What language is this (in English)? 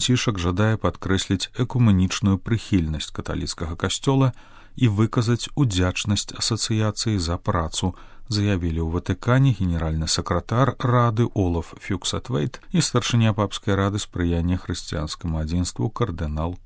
Belarusian